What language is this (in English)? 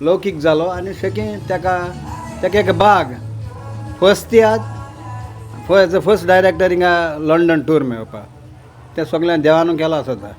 Konkani